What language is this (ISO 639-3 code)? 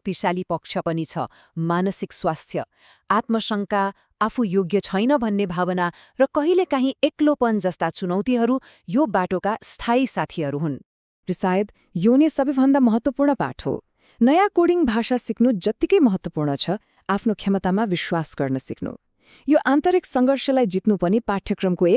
nep